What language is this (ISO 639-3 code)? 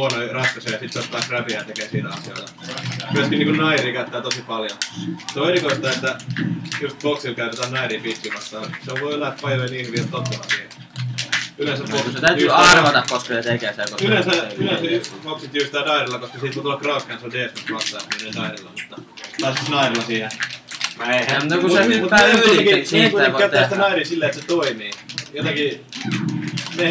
fin